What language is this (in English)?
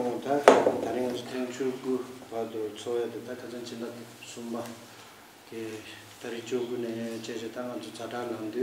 Tibetan